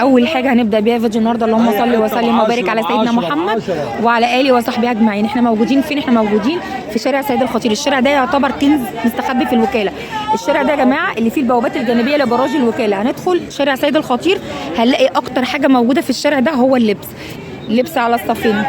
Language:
Egyptian Arabic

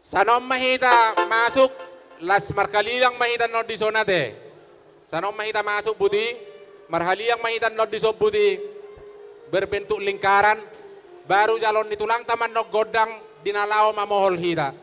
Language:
Batak Toba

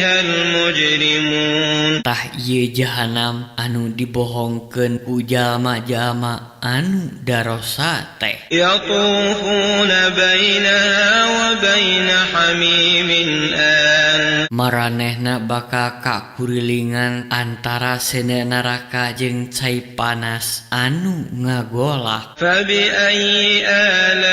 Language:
Sundanese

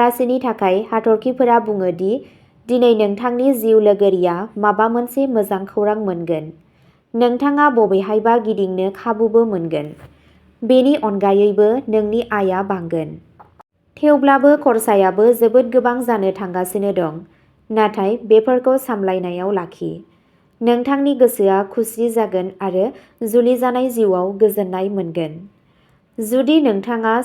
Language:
Bodo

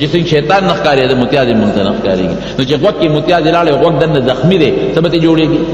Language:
Pashto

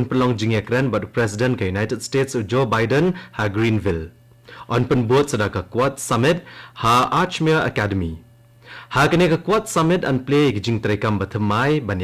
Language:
Khasi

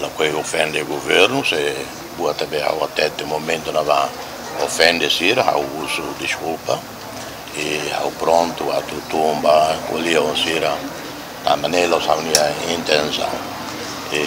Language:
Tetum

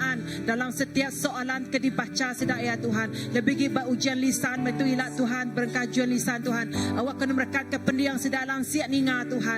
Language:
Iban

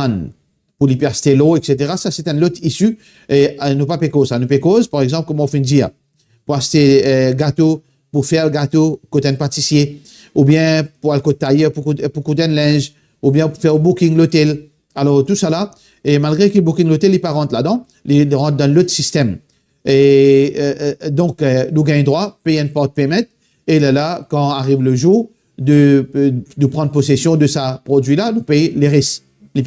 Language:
Morisyen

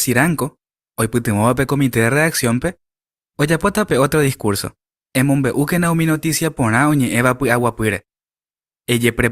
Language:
Guarani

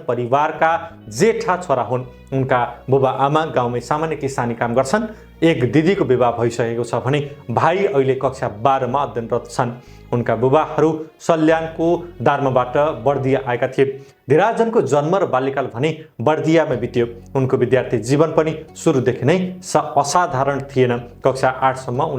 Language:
Nepali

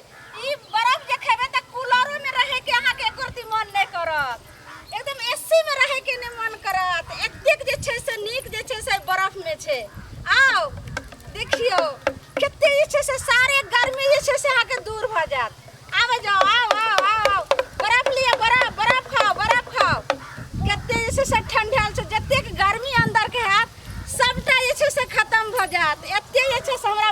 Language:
Maithili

